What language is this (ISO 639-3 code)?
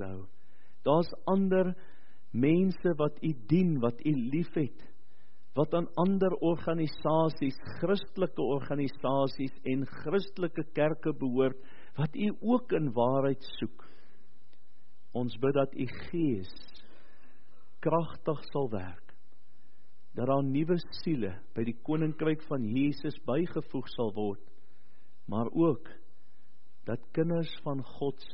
afr